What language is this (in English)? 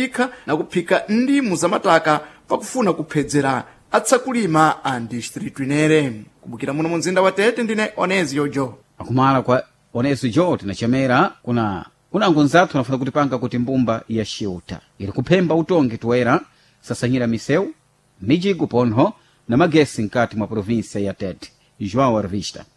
Sena